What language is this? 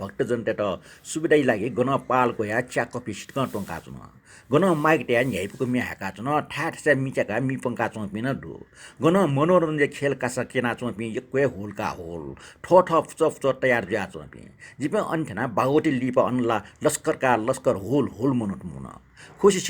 Newari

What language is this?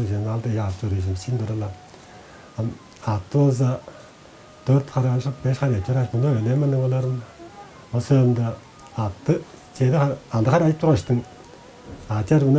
Tuvinian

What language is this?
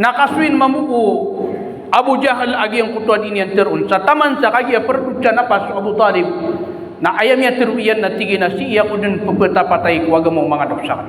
Maranao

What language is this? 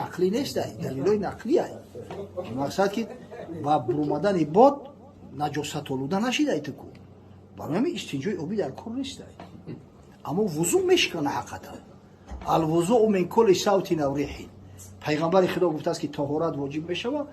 Tajik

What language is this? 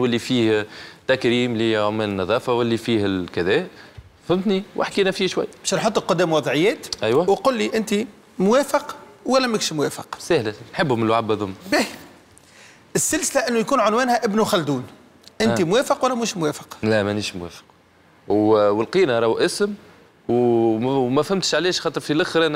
Tunisian Arabic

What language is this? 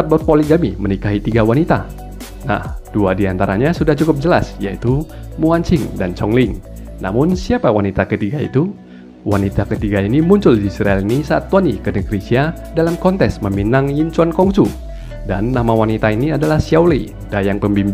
Indonesian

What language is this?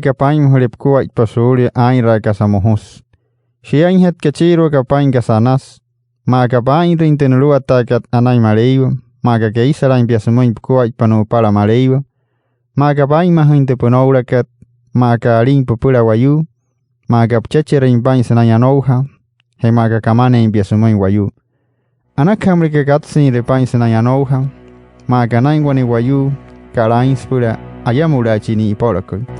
Wayuu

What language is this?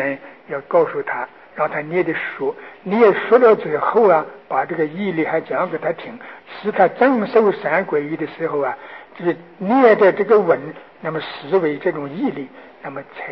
Chinese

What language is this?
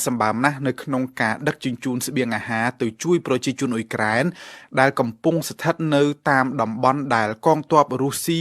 Khmer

